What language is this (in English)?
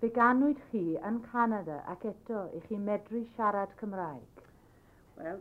Welsh